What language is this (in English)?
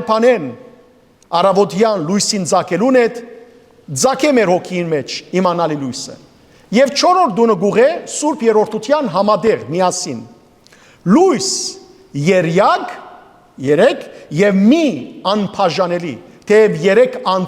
Western Armenian